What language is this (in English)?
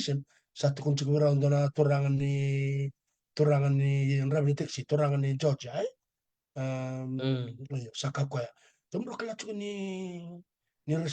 Fijian